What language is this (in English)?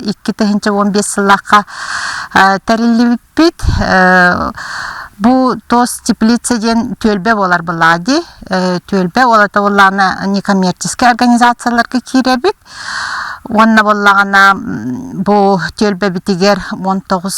Yakut